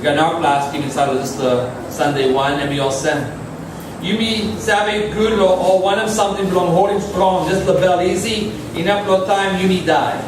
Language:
Tok Pisin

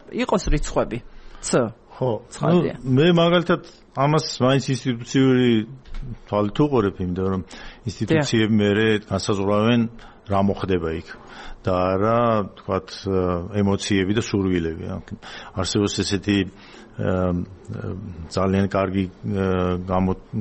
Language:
Georgian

